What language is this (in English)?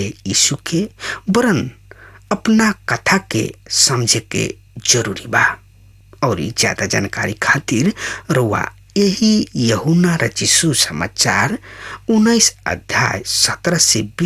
Bhojpuri